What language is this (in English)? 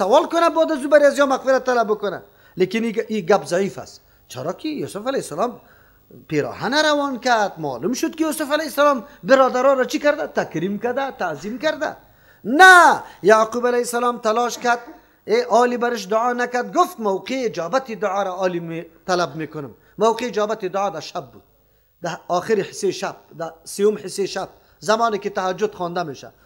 Persian